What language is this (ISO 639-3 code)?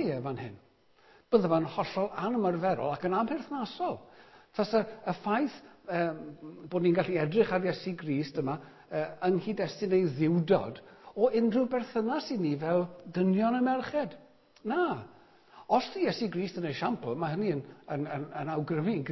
cym